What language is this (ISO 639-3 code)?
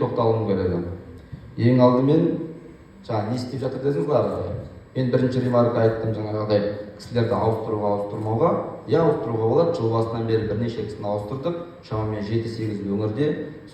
kaz